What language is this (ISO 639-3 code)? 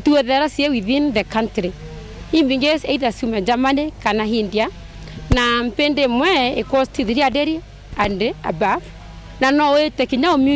mer